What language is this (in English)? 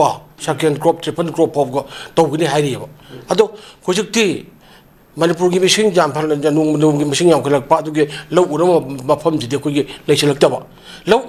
Manipuri